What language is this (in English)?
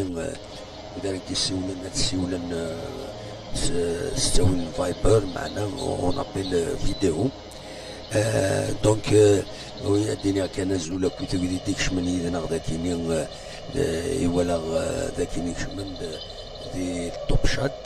Kabyle